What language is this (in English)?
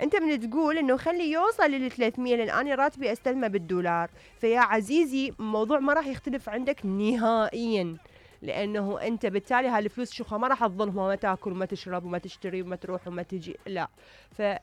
Mesopotamian Arabic